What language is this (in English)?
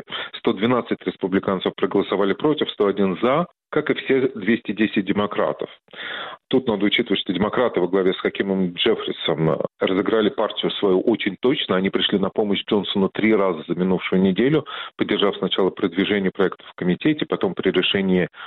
Russian